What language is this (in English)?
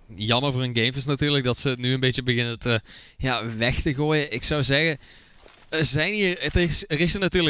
Dutch